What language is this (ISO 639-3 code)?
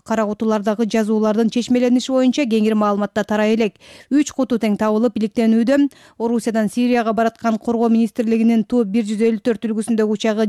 kir